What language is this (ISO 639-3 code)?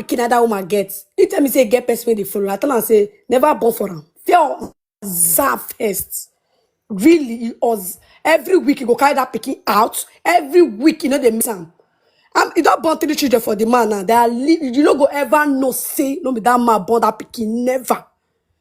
pcm